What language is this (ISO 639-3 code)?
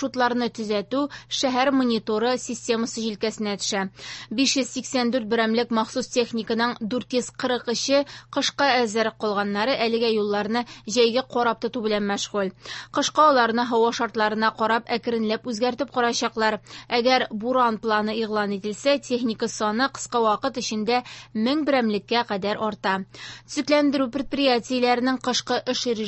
tat